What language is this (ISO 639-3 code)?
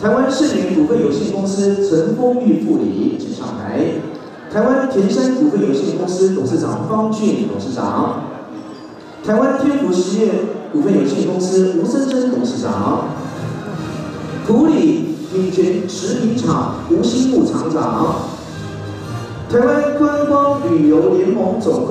zho